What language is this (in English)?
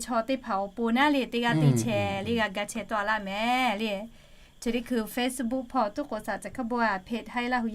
Lahu